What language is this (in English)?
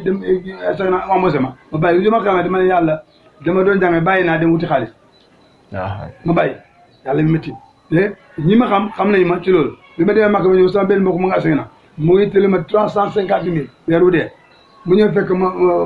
Wolof